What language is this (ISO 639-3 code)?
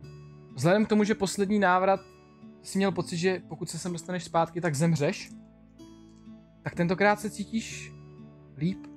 ces